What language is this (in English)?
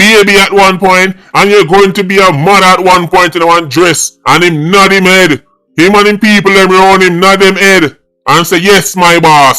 Jamaican Creole English